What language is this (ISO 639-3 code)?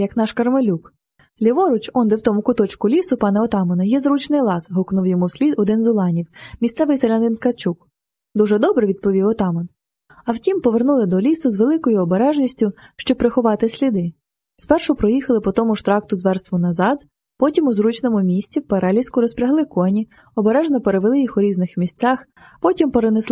ukr